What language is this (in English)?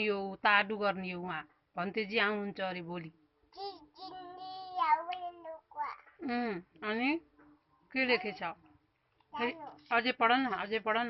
Nepali